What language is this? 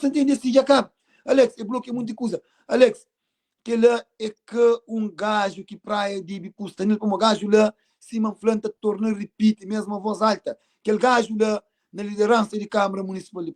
Kabuverdianu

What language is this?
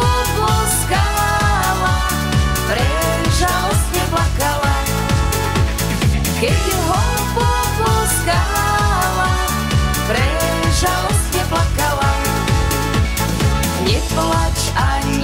Slovak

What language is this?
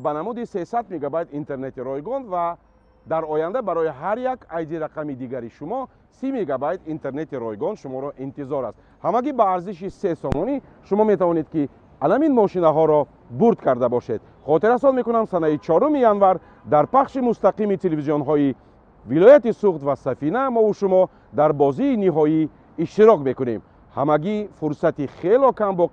Tajik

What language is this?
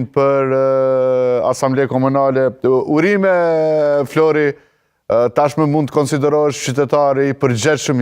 Albanian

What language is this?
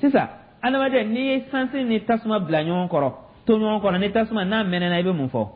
Dyula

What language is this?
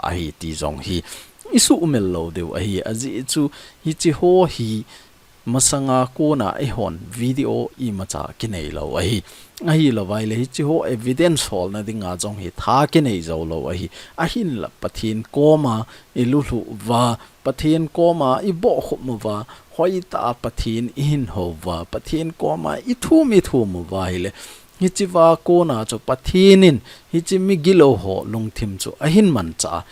Thado Chin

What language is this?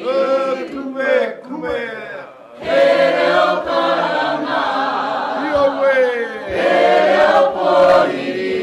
Māori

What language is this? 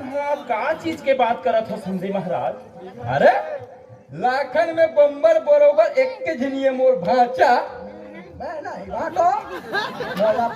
Chhattisgarhi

